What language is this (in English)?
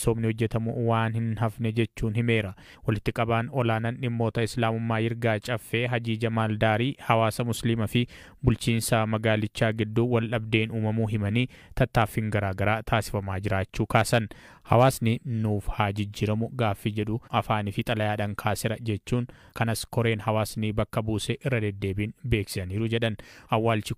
Oromo